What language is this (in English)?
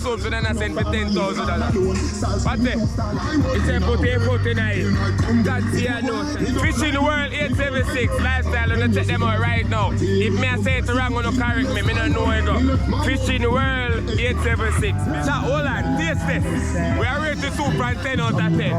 Jamaican Creole English